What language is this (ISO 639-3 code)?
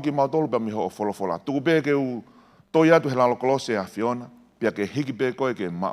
ton